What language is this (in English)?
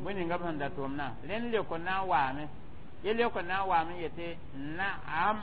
Mossi